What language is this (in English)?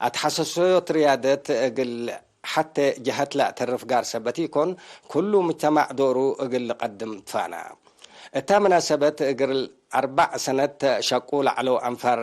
Tigre